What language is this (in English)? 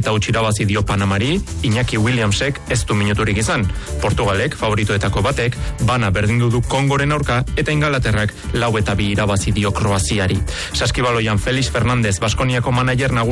Basque